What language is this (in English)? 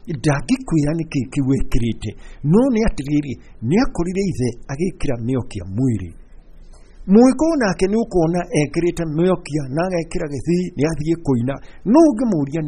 Kikuyu